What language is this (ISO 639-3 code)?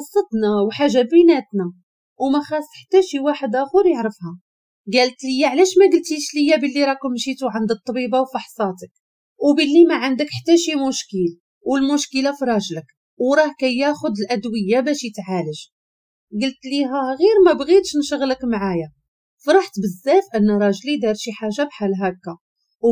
ary